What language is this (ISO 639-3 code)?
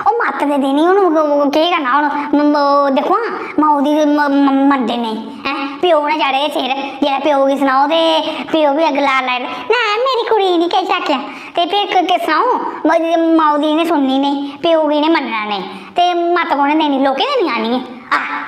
doi